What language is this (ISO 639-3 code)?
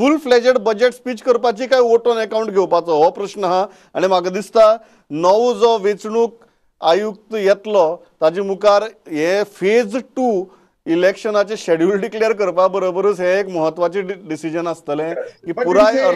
kok